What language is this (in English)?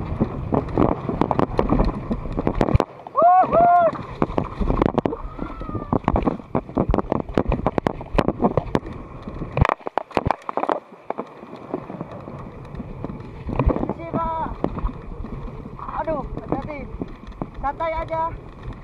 Indonesian